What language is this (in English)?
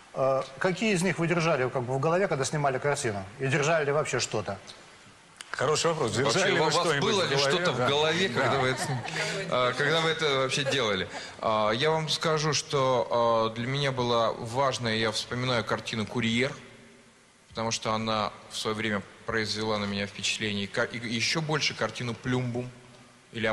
Russian